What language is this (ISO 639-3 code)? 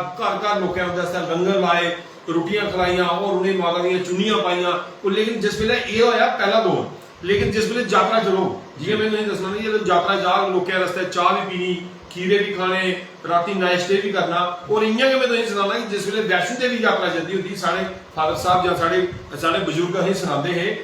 doi